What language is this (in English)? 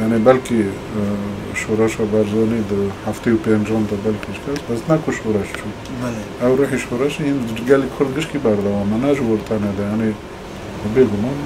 Kurdish